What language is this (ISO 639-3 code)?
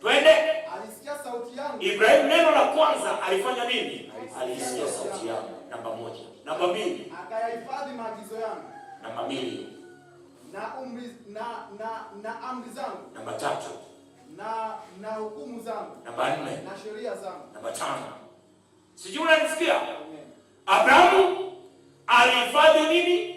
swa